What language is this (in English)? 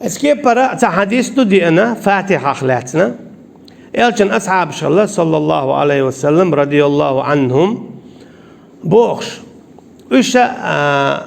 Chechen